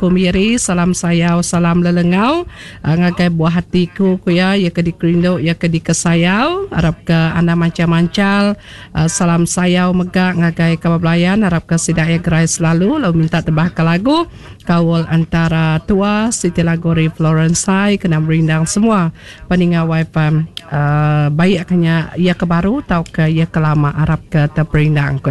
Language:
Iban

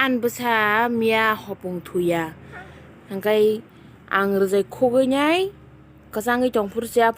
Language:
Kok Borok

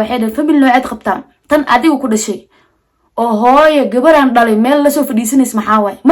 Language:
Somali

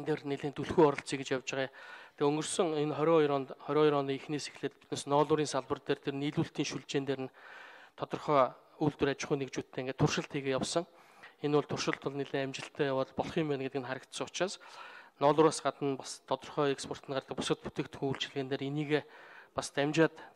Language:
Mongolian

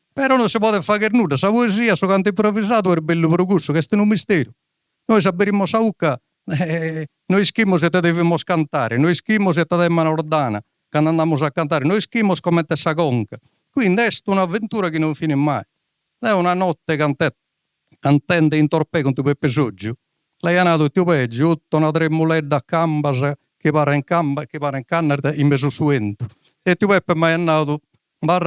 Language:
Sardinian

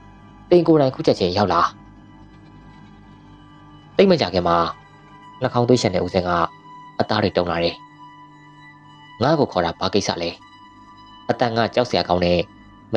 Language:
Burmese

